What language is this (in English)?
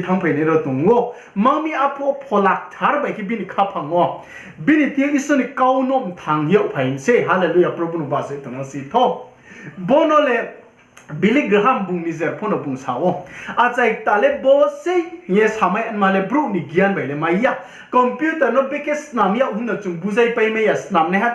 Riang (India)